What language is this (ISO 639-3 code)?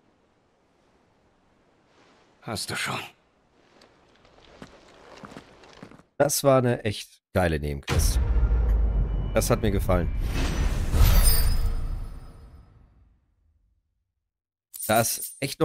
deu